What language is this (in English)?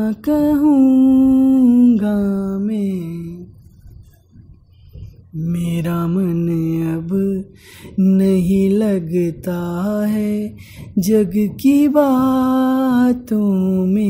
Hindi